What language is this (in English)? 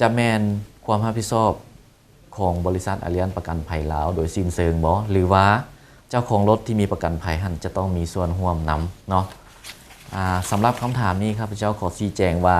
Lao